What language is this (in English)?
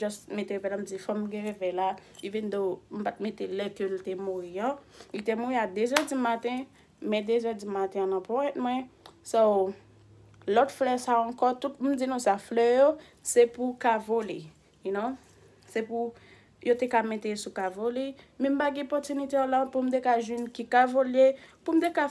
Haitian Creole